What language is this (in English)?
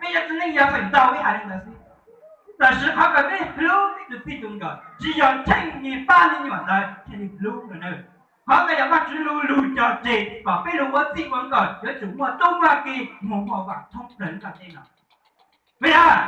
Hmong